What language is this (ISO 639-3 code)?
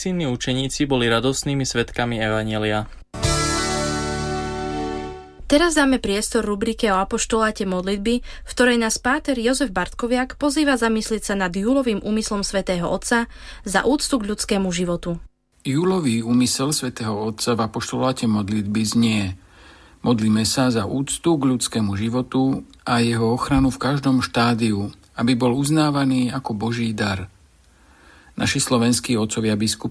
slk